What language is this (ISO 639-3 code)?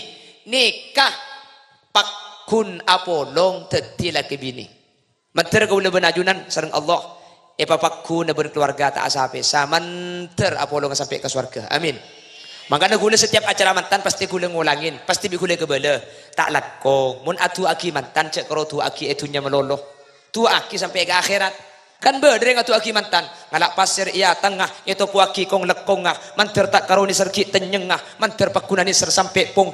mad